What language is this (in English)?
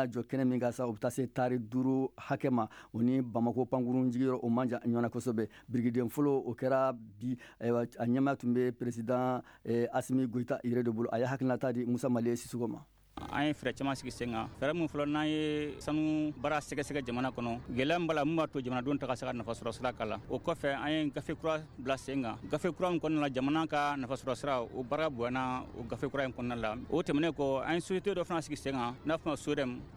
Bambara